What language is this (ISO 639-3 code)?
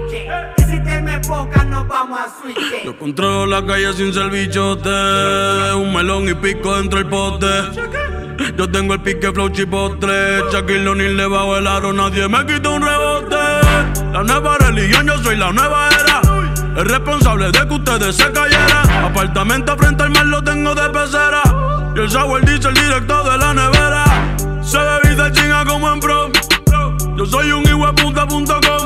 spa